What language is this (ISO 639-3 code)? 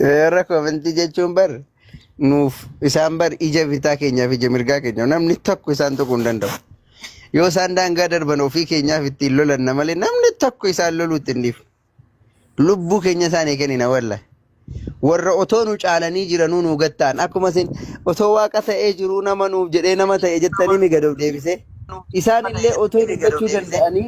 orm